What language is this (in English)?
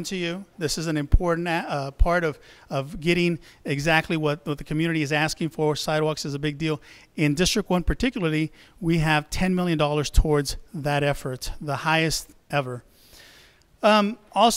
English